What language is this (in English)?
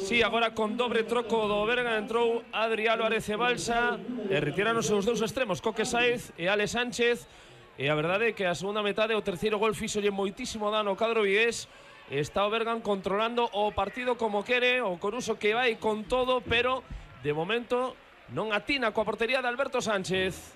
Galician